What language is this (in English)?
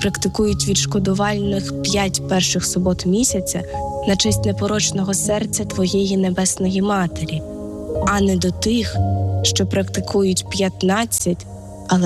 Ukrainian